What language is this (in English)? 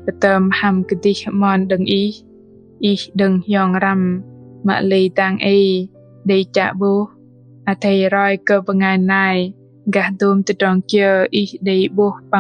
Bahnar